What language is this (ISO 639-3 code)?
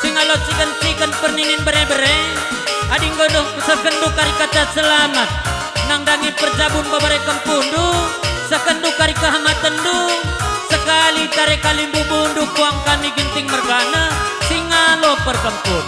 btx